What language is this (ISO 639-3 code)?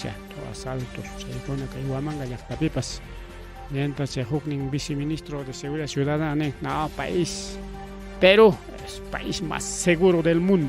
quy